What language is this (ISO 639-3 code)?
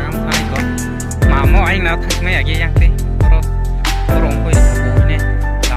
trp